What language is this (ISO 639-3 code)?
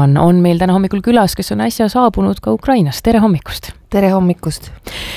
est